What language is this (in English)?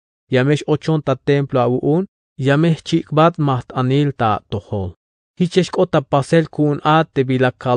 Tzeltal